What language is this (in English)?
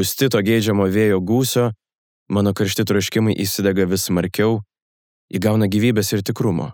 Lithuanian